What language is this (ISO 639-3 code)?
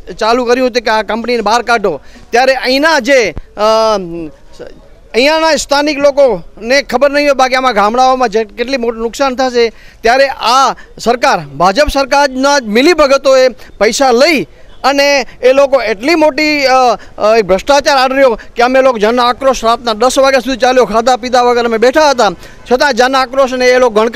guj